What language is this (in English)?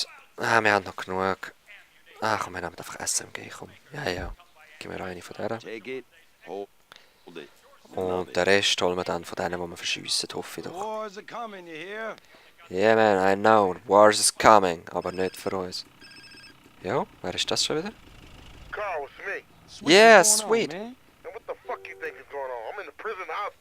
Swiss German